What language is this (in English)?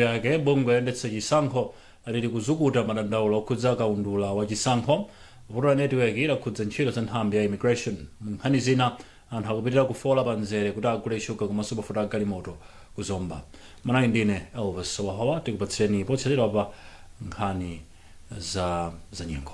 Nyanja